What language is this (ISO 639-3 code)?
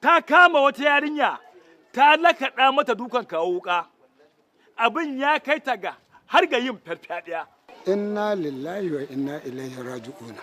hau